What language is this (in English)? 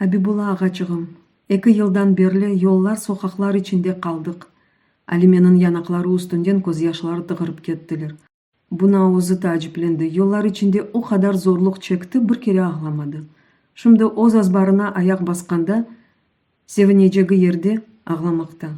Crimean Tatar